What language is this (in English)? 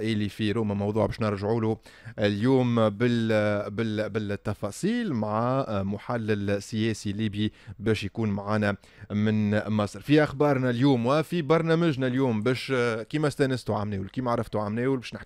Tunisian Arabic